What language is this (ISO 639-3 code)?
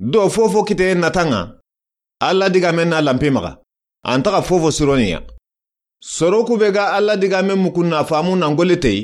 snk